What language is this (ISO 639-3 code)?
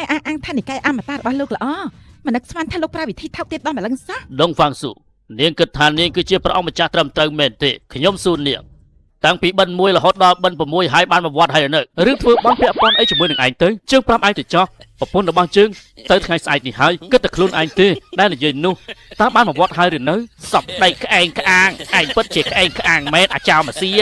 khm